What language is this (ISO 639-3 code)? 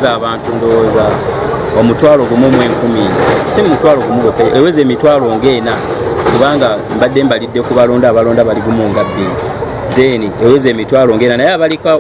lug